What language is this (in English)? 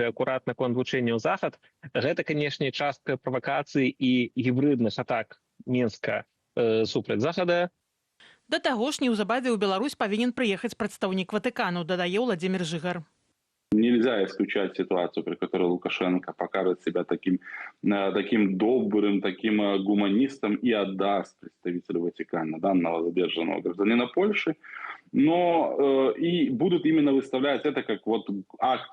Belarusian